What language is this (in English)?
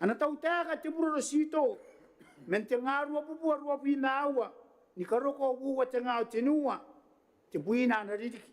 Gilbertese